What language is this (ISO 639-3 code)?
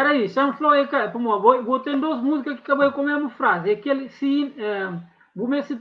kea